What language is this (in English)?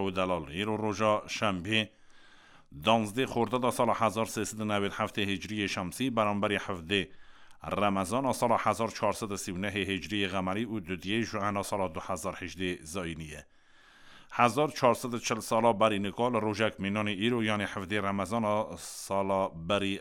Kurdish